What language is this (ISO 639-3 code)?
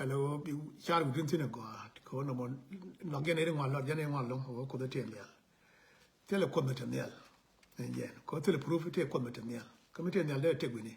nus